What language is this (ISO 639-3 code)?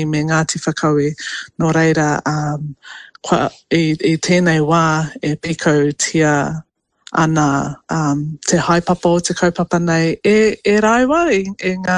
mri